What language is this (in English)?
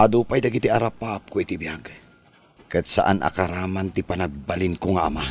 Iloko